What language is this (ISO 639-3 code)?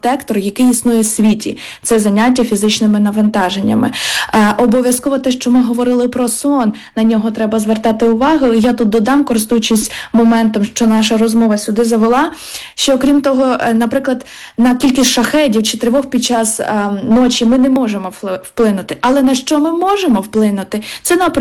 ukr